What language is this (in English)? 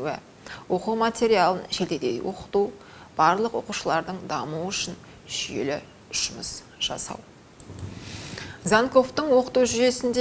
Kazakh